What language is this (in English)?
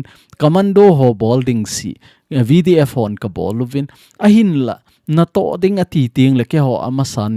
Thado Chin